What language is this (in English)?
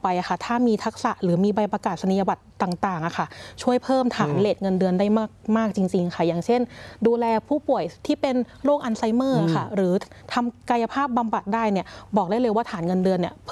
Thai